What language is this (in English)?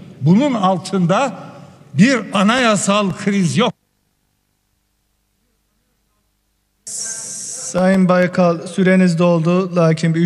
Turkish